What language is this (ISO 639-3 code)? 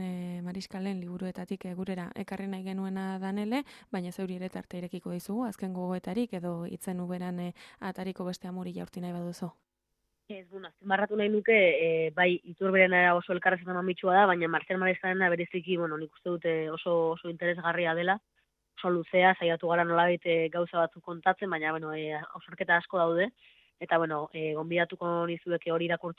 eus